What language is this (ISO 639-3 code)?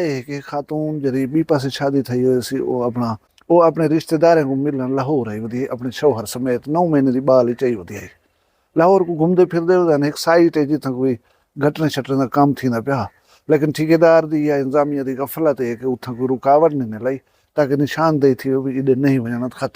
skr